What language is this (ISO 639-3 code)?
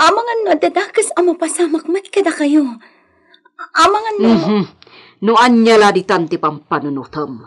ilo